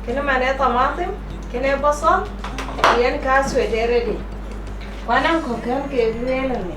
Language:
Dinka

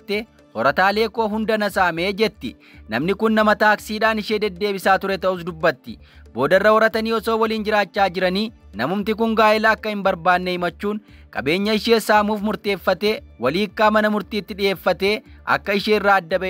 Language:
Oromo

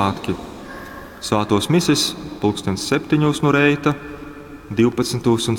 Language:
Latgalian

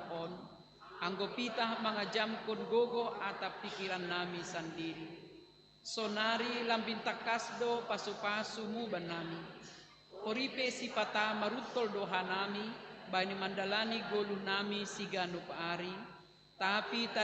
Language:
Batak Simalungun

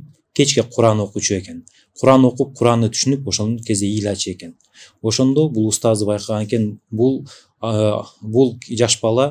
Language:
Kyrgyz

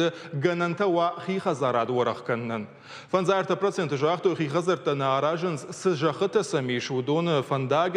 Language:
Ossetic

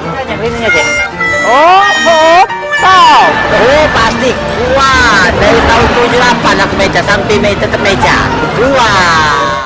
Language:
Musi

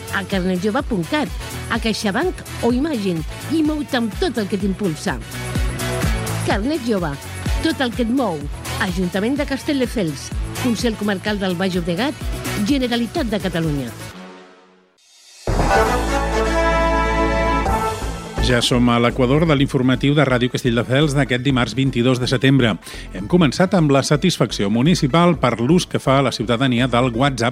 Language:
Catalan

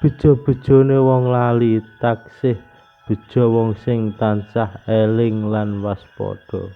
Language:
Javanese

